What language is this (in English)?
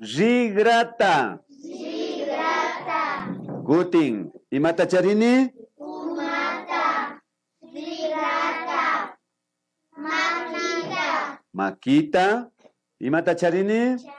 Imbabura Highland Quichua